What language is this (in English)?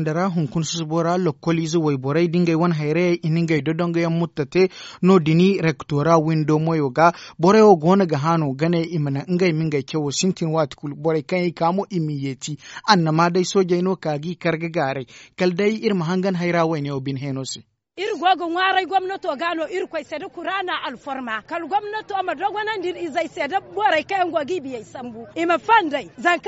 Zarma